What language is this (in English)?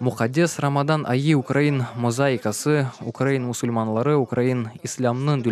Crimean Tatar